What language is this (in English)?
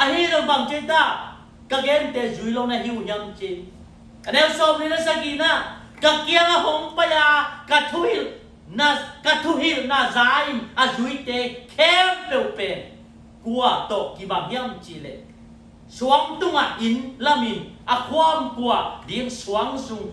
Tedim Chin